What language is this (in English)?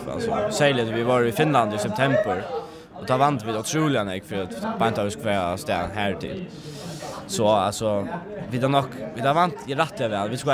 Faroese